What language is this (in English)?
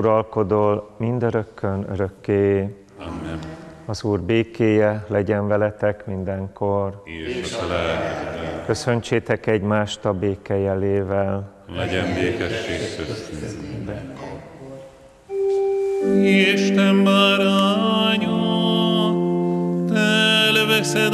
Hungarian